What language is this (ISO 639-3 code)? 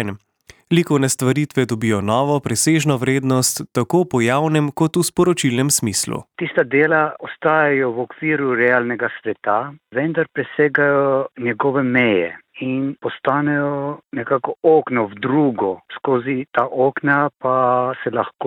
slv